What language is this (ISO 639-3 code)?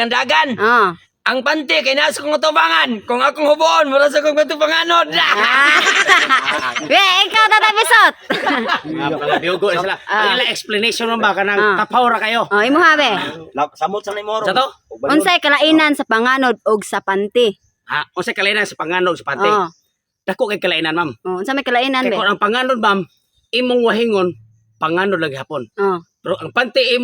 ceb